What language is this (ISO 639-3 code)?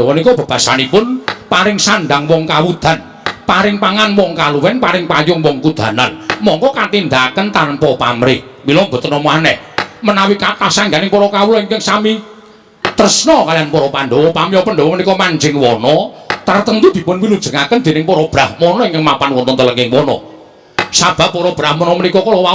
jav